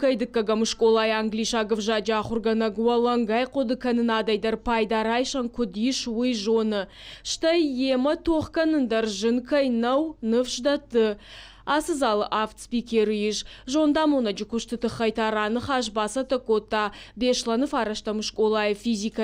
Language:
Ossetic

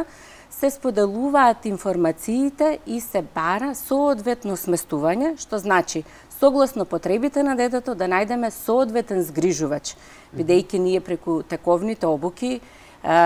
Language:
Macedonian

